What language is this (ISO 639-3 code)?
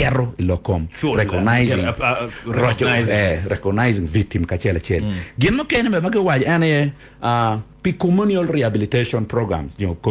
ach